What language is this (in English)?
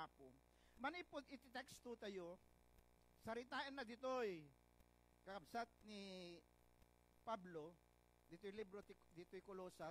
Iloko